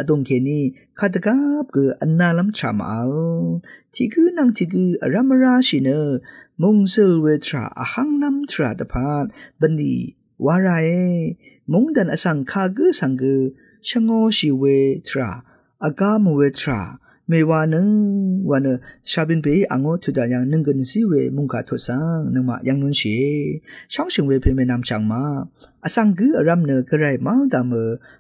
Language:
Rawang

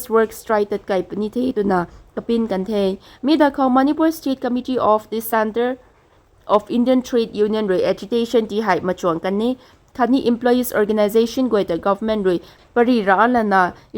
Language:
Rongmei Naga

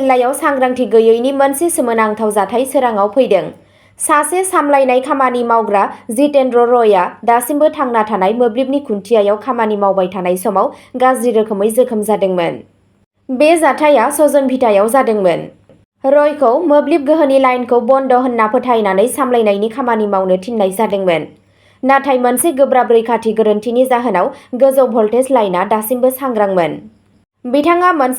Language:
Bodo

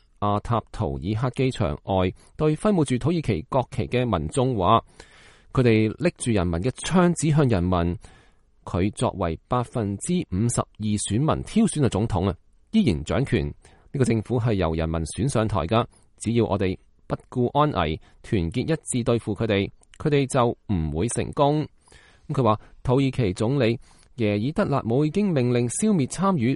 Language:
Cantonese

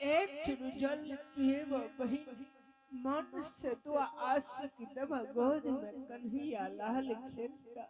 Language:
Angika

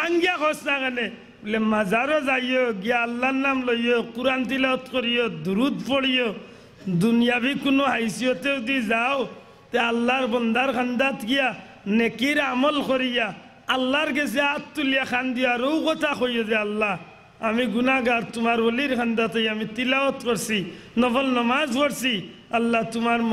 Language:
Sylheti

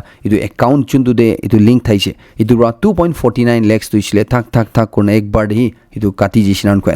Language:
Naga Pidgin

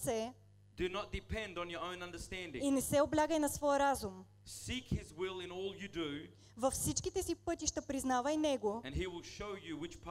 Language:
Bulgarian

